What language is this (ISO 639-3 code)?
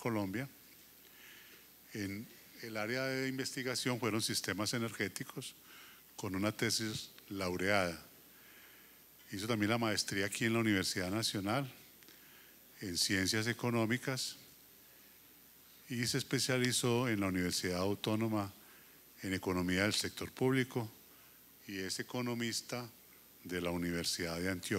spa